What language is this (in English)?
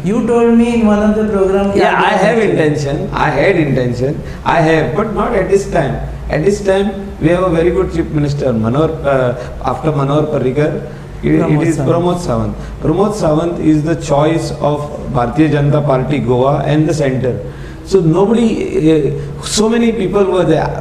Konkani